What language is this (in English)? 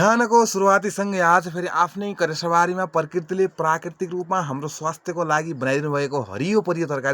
Nepali